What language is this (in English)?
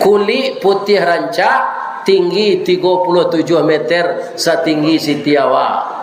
Minangkabau